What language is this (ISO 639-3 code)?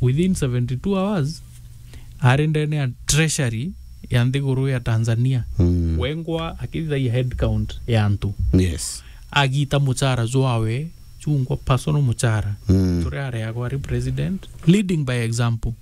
mer